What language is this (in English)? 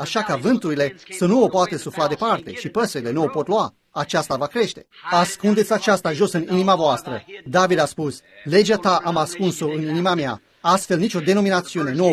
Romanian